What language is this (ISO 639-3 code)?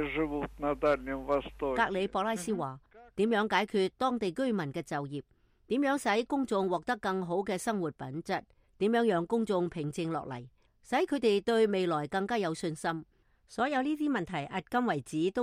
yue